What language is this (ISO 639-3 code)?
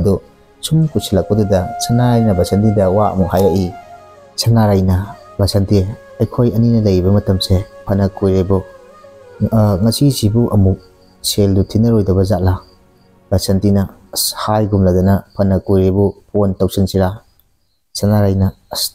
mni